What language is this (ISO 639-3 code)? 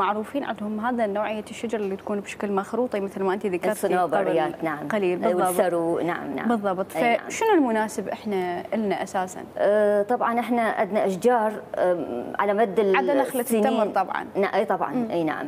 acm